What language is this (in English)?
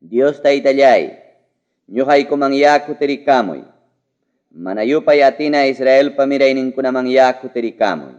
Ayacucho Quechua